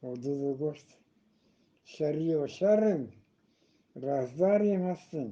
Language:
Eastern Balochi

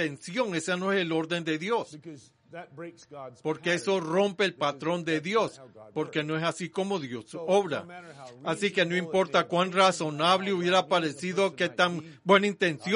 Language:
Spanish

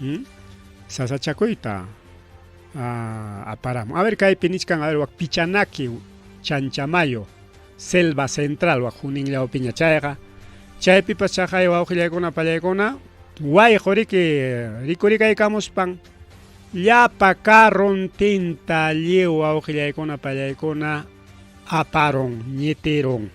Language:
Ayacucho Quechua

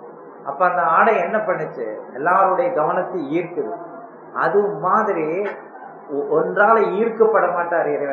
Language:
Tamil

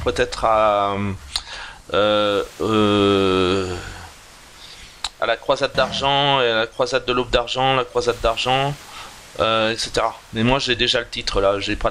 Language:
French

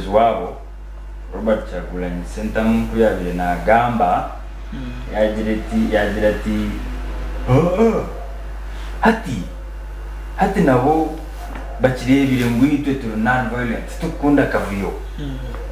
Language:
Nyankole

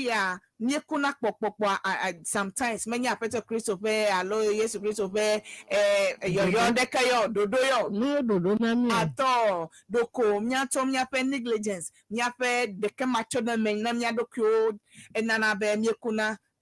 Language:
Ewe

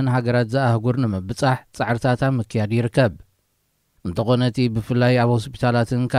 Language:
Tigrinya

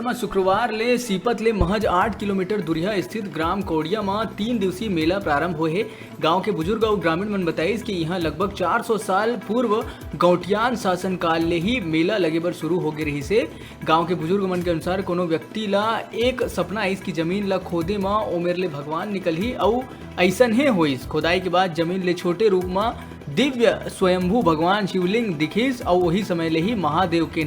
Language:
Chhattisgarhi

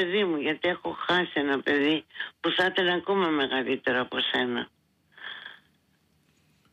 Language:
Greek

